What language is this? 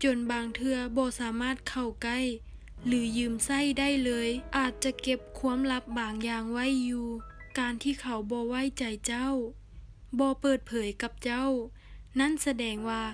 Lao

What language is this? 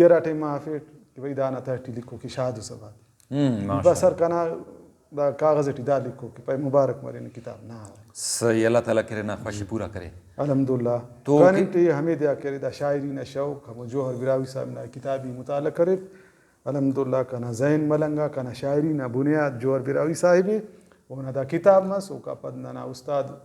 Brahui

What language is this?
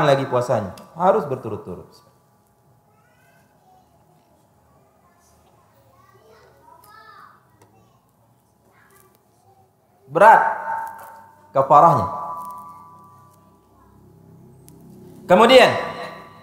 Indonesian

